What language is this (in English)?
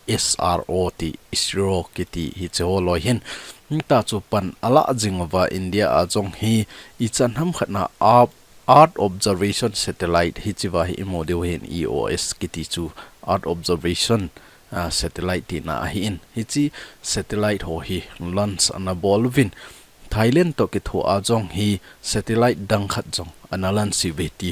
Thado Chin